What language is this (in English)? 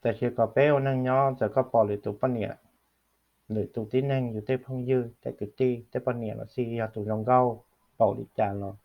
Hmong